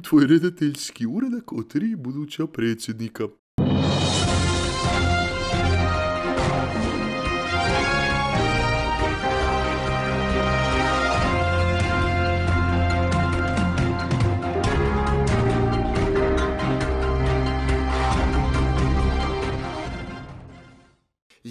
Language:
Bosnian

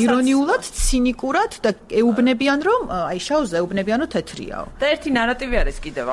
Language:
Georgian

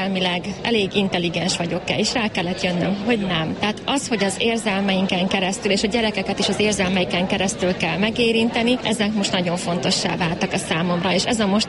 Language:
Hungarian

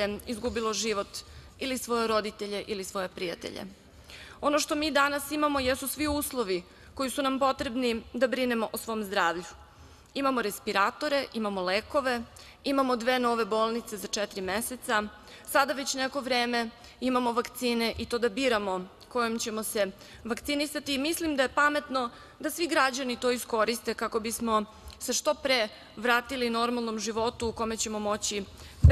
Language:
Serbian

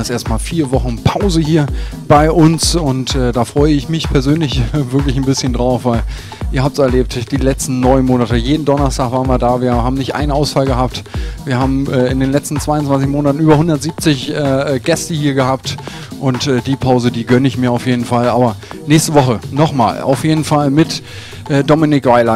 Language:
German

